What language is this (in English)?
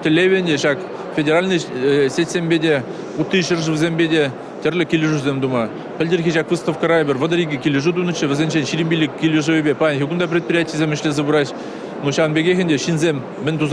Chuvash